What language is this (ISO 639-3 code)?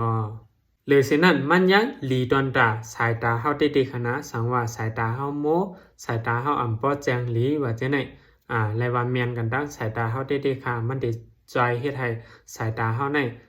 shn